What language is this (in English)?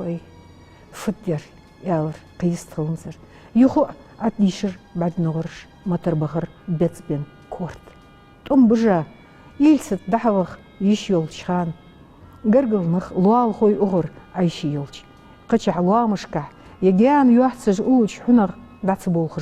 Ingush